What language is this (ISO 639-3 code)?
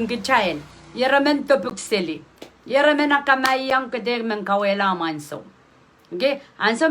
pon